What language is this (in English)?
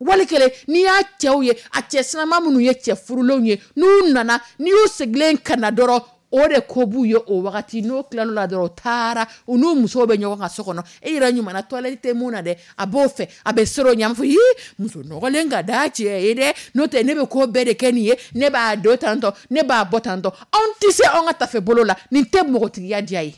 Dyula